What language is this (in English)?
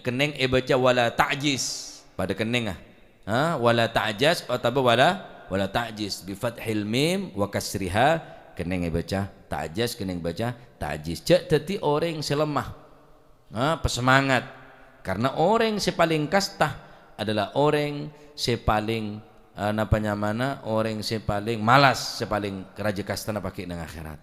Madurese